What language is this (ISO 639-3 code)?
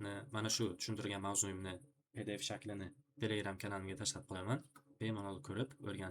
uzb